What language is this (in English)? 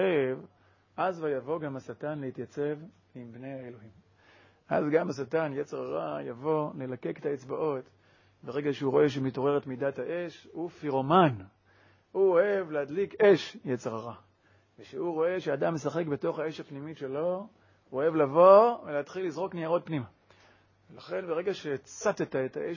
Hebrew